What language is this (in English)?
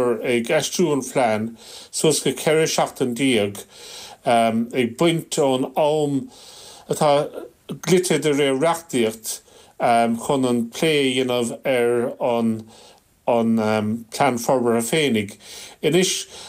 Irish